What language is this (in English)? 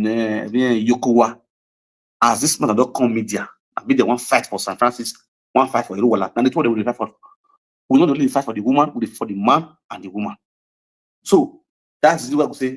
Nigerian Pidgin